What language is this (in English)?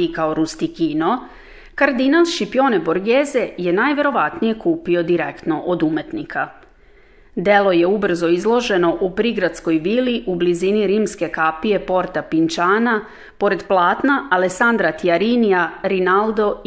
Serbian